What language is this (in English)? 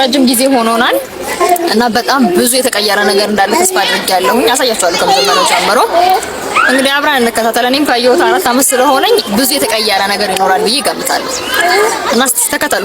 Amharic